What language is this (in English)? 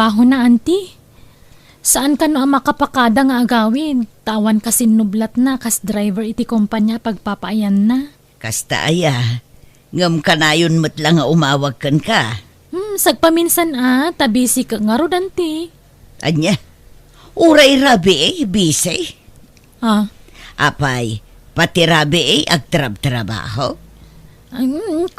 Iloko